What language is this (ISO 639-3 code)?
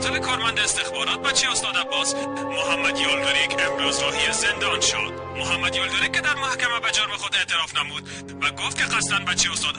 fas